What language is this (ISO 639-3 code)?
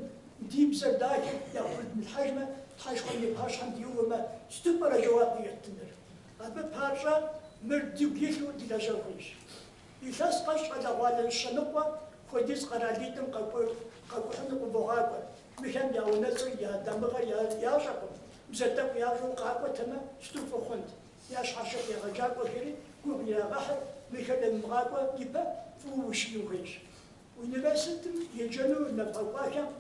kbd